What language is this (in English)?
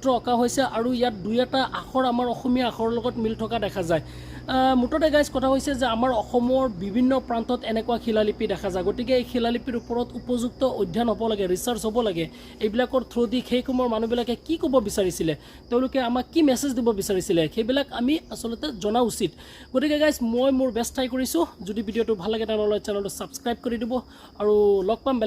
Assamese